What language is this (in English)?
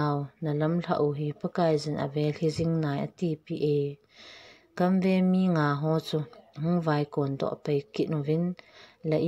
Thado Chin